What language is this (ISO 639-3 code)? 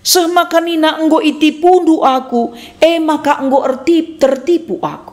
btx